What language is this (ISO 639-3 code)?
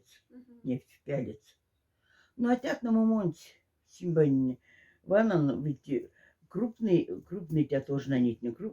mdf